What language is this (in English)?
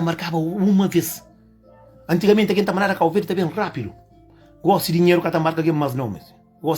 Kabuverdianu